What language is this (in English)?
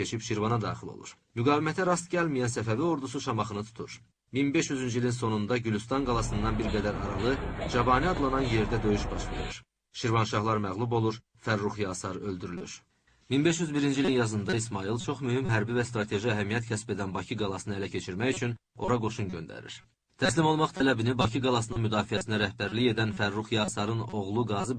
Azerbaijani